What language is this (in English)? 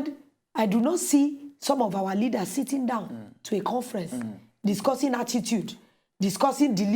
Nigerian Pidgin